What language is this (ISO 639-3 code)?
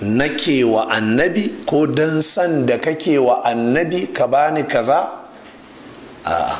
hau